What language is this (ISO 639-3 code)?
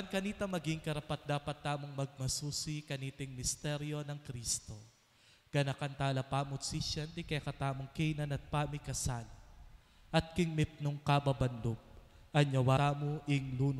pam